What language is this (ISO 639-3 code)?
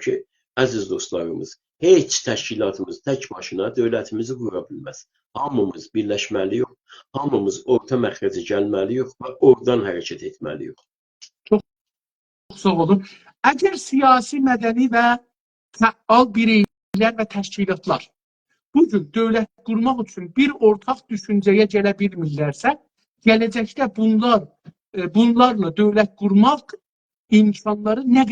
azb